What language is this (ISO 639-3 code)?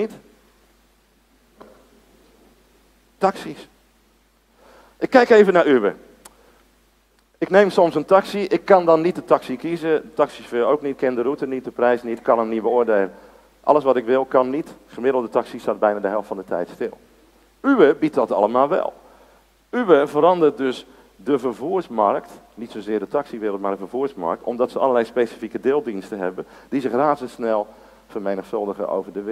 nld